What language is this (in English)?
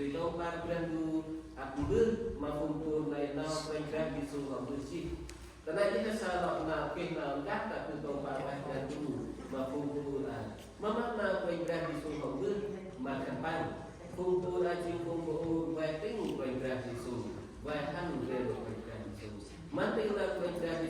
Central Mnong